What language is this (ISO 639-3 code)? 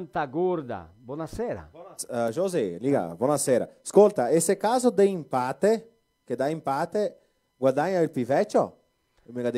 vec